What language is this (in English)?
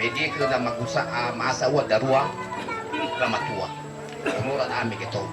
Nias